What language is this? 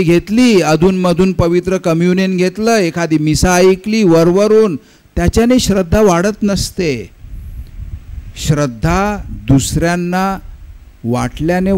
Marathi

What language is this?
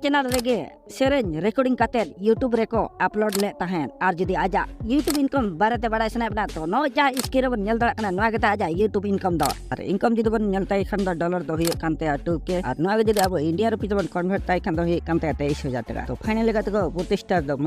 Santali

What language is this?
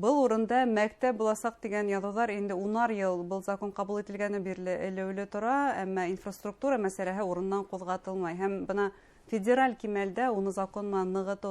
Bashkir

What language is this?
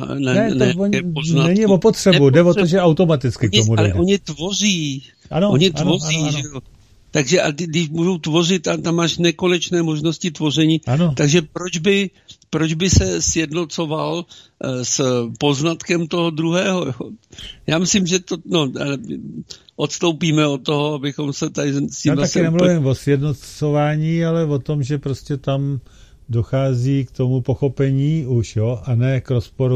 Czech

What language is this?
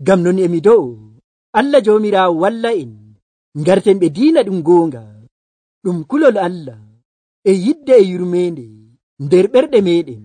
Nigerian Fulfulde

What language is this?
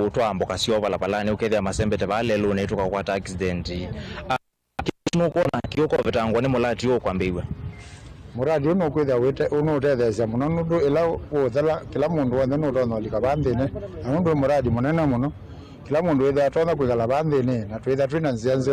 Kamba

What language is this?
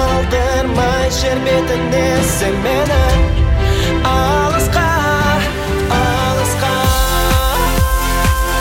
Kazakh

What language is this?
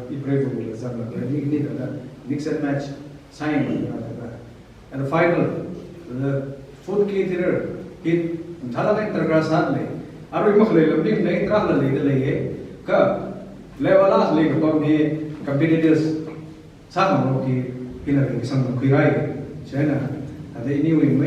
Tangkhul Naga (India)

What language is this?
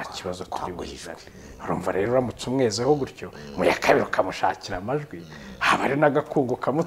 Kinyarwanda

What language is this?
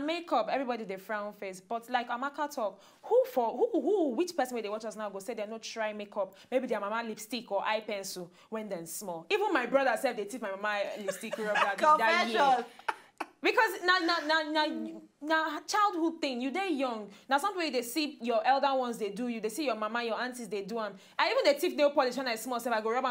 Nigerian Pidgin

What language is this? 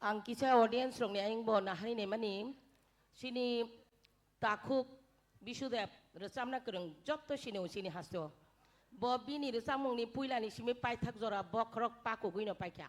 Kok Borok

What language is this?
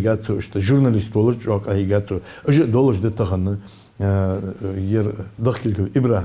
Ingush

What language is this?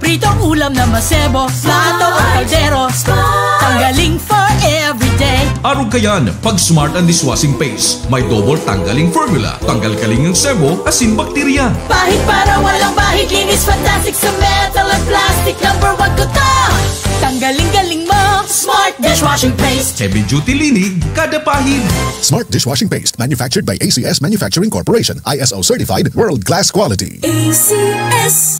Bikol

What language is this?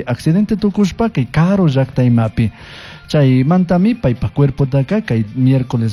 Chimborazo Highland Quichua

